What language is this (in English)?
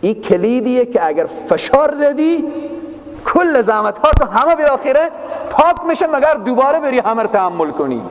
Persian